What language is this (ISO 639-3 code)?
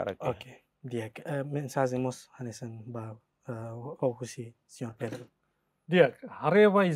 tet